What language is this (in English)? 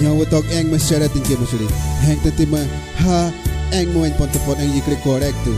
Kaingang